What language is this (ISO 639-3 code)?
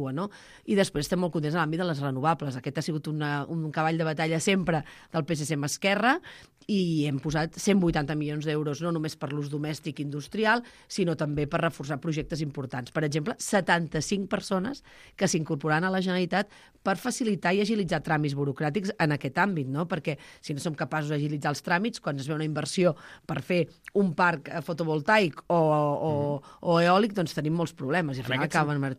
cat